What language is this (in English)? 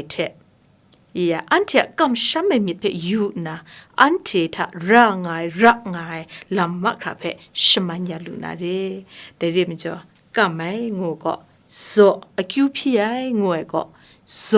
Kachin